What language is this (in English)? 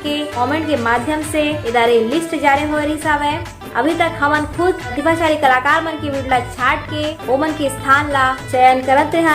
Chhattisgarhi